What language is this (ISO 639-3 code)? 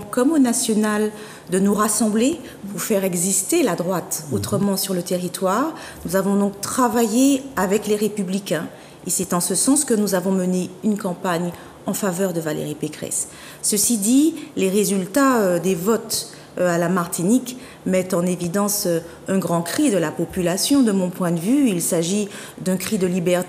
fra